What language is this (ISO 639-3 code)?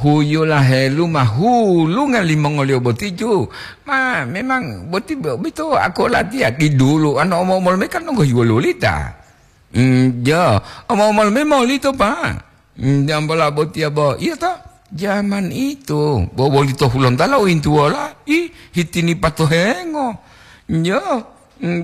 gor